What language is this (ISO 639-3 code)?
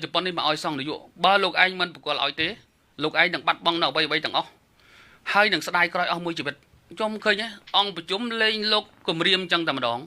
khm